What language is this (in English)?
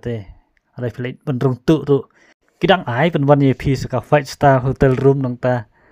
Khasi